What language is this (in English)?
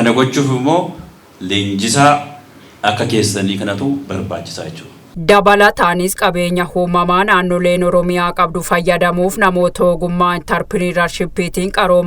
Oromo